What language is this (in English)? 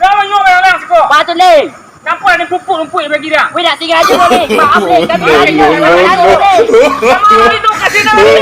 Minangkabau